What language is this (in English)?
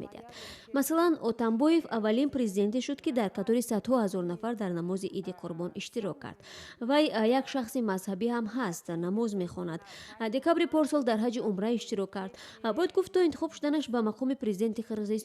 Tajik